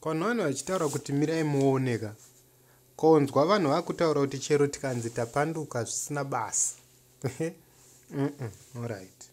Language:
Shona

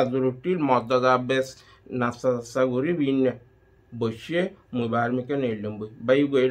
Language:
Rohingya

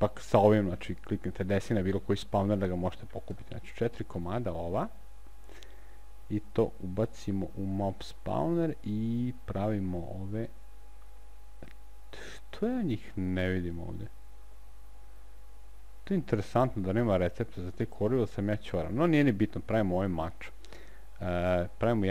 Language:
Serbian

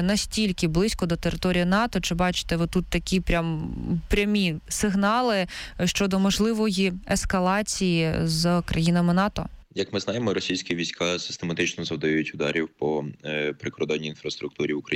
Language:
Ukrainian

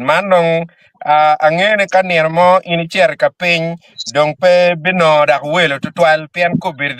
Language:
Acoli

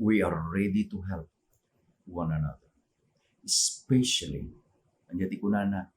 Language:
Iloko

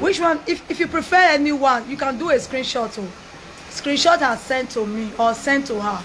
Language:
Nigerian Pidgin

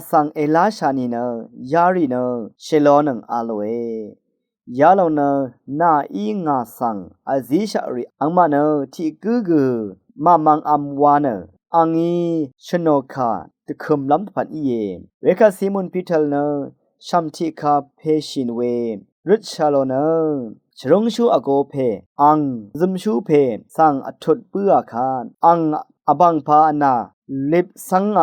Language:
Rawang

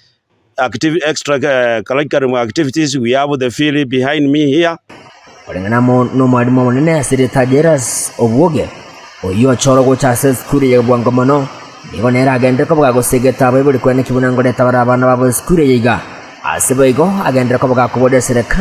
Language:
Gusii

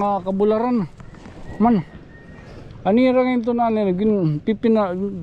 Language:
Waray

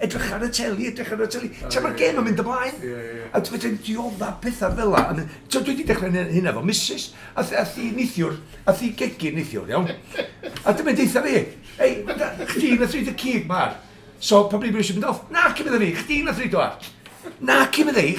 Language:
Welsh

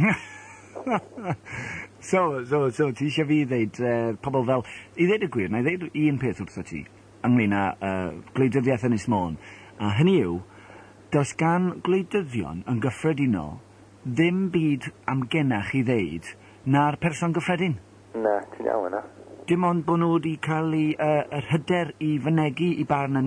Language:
Welsh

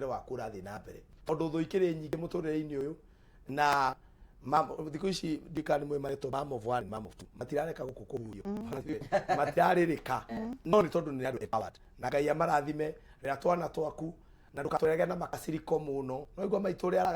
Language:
Kikuyu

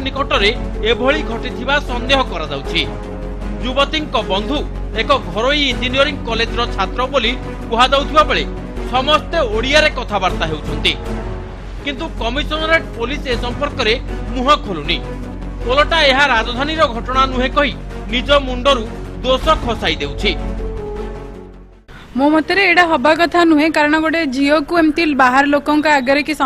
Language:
Odia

